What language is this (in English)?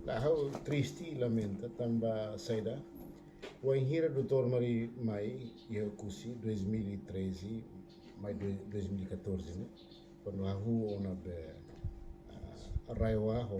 Tetum